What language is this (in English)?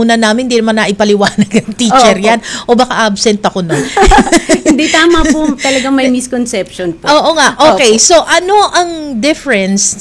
Filipino